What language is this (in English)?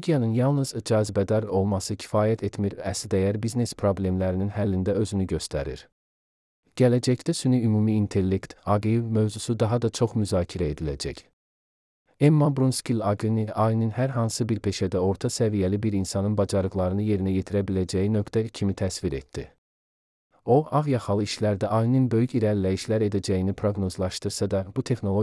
Azerbaijani